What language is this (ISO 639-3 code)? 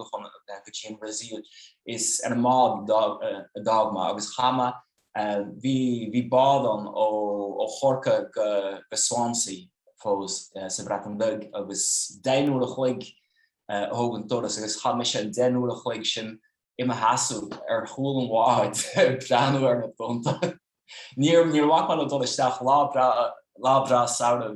gle